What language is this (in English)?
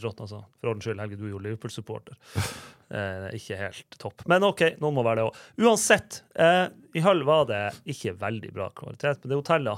Norwegian